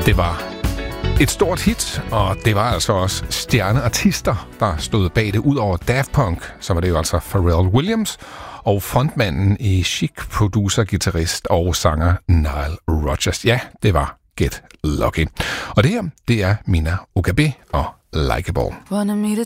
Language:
Danish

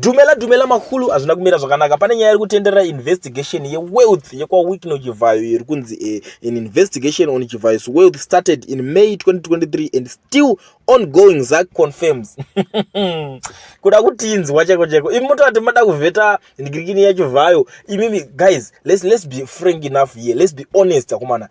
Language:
Shona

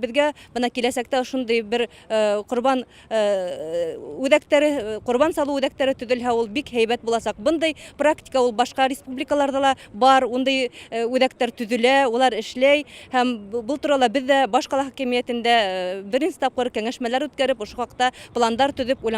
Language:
Tatar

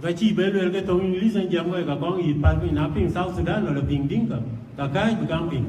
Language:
Dinka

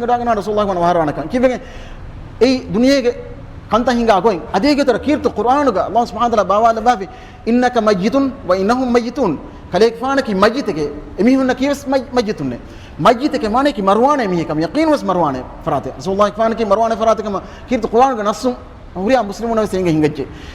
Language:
Divehi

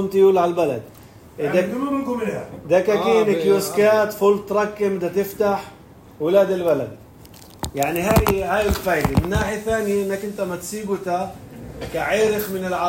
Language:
North Levantine Arabic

